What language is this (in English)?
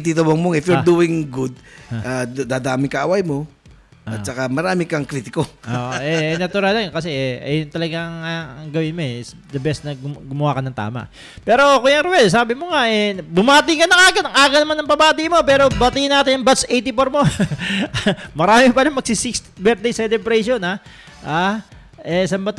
Filipino